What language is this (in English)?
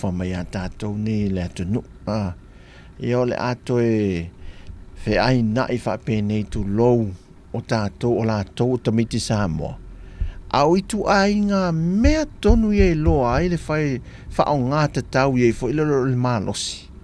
Samoan